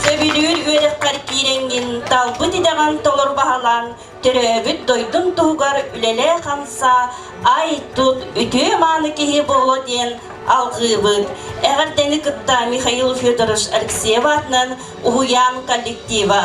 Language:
Yakut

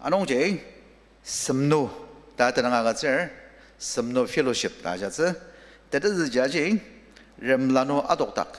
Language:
Ao Naga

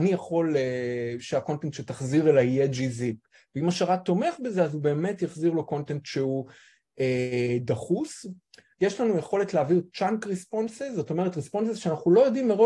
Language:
Hebrew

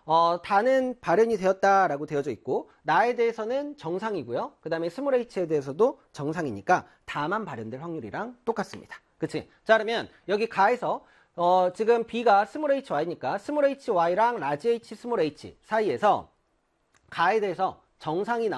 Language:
Korean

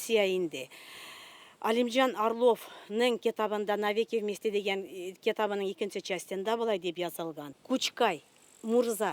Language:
Tatar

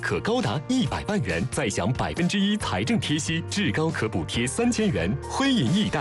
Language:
Chinese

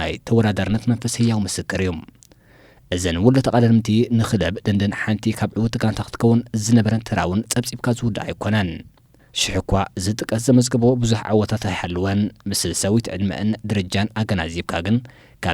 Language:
Tigrinya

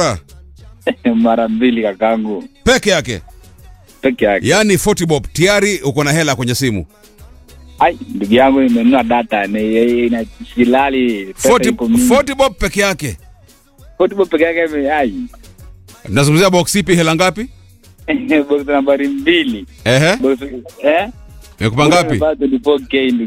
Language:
Swahili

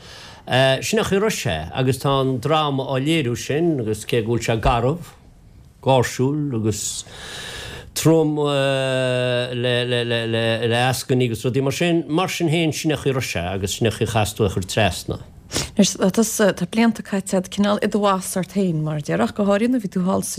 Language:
Irish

